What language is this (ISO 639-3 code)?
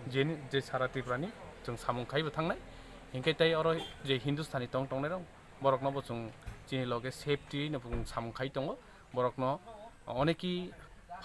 trp